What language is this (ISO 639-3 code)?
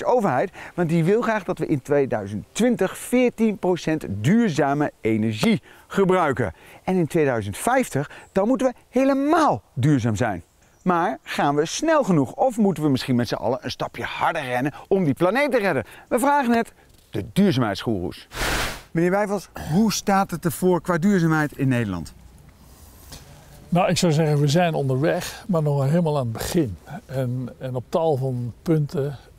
nld